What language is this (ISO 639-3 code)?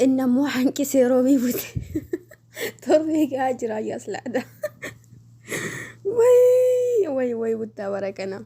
orm